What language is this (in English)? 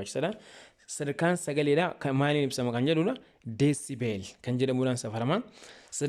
Oromo